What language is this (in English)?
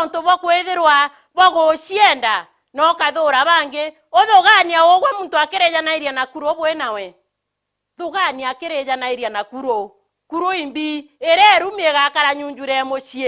Meru